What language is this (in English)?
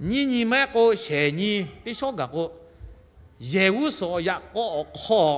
Lahu